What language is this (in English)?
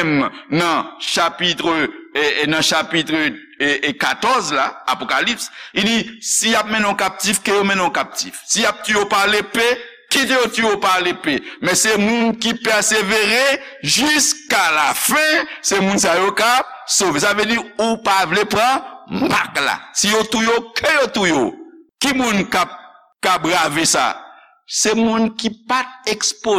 Haitian Creole